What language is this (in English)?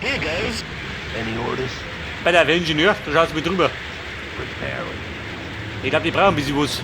Bavarian